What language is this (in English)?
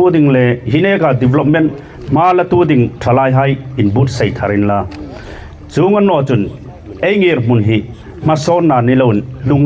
Hmar